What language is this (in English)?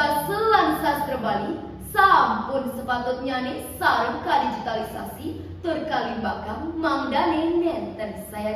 Balinese